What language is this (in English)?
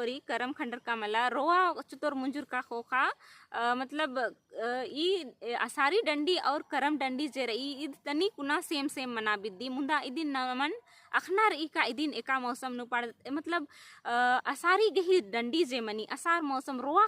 Kurukh